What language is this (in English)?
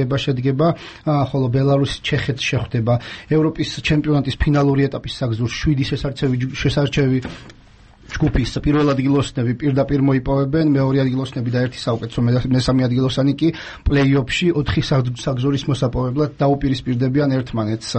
Georgian